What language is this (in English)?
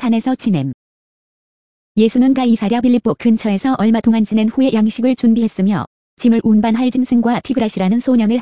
Korean